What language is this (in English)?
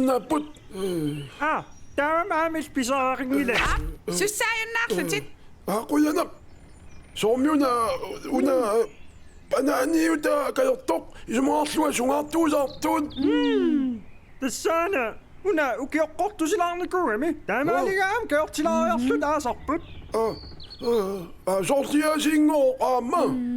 Kalaallisut